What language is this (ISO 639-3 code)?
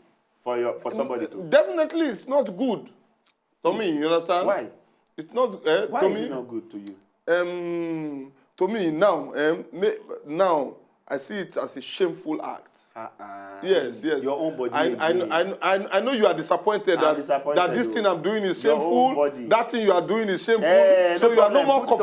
pcm